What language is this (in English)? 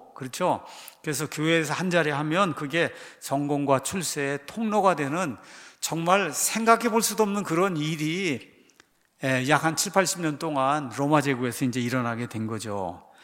Korean